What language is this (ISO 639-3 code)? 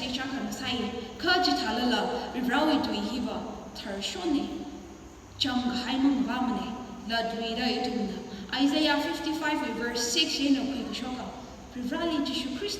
nmf